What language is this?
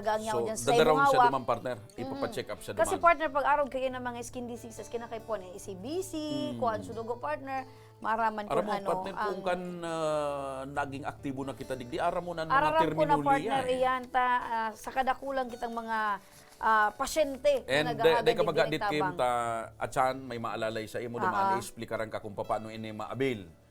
Bikol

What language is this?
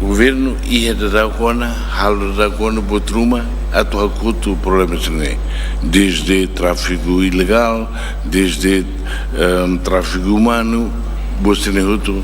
Tetum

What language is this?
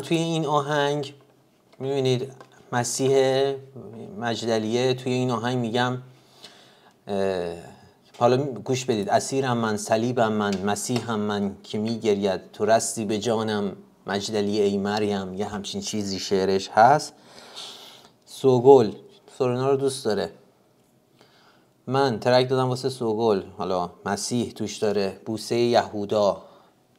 Persian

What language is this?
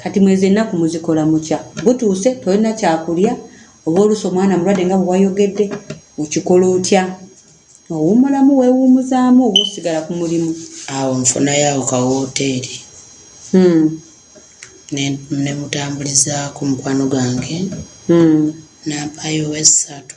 Ganda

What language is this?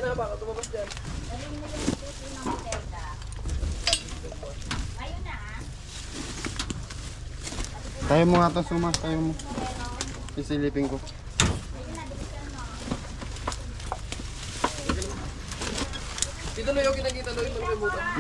Filipino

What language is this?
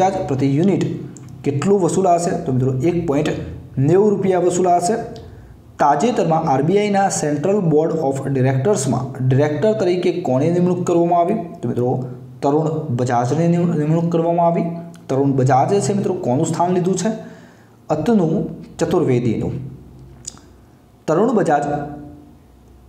Gujarati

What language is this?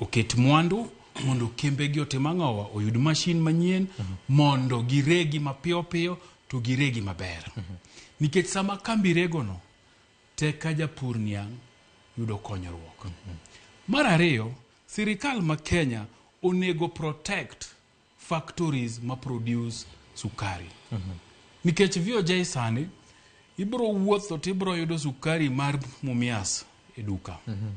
Luo (Kenya and Tanzania)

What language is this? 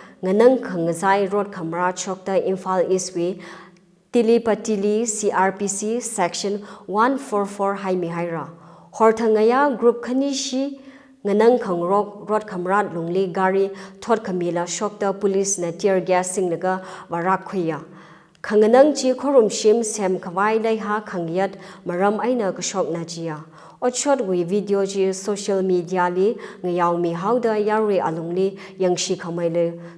Tangkhul Naga (India)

